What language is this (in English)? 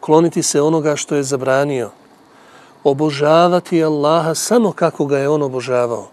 Bosnian